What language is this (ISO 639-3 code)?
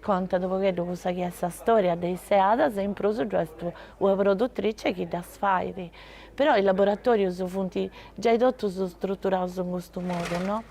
srd